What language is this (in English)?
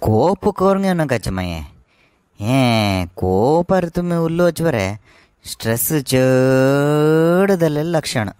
Konkani